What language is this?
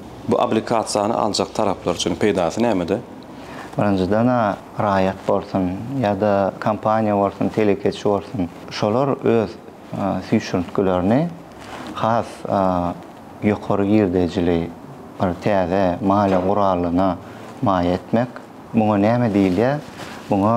Turkmen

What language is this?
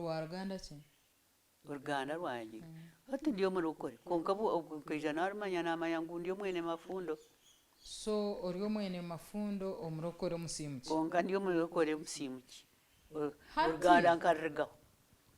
Nyankole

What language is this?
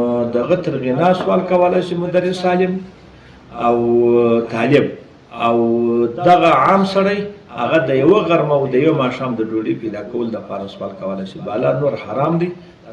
Pashto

